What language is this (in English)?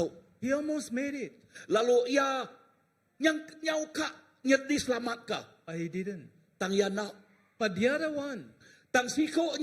Iban